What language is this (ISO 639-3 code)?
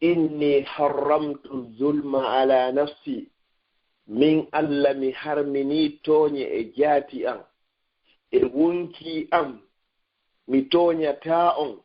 ful